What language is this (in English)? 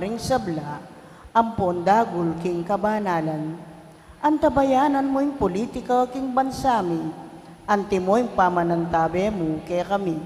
Pampanga